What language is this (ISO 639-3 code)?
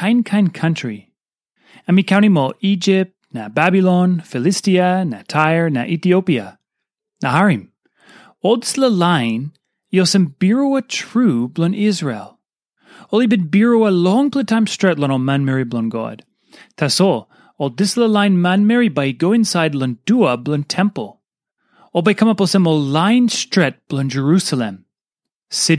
tpi